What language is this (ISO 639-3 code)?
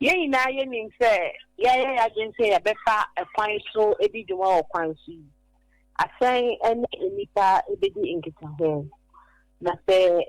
aka